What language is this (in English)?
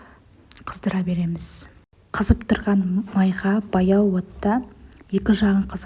Kazakh